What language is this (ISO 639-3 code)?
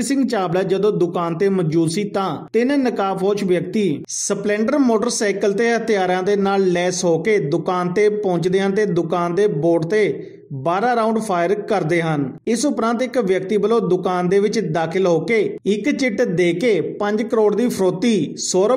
pan